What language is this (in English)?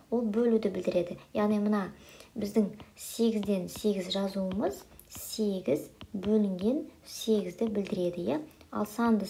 Kazakh